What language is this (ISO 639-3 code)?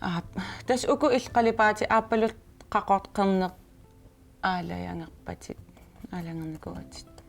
kal